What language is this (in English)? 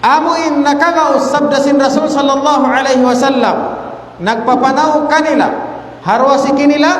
Tausug